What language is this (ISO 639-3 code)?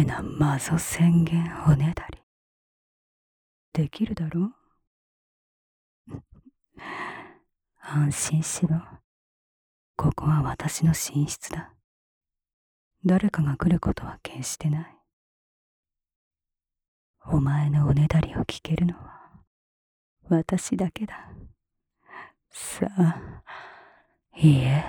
jpn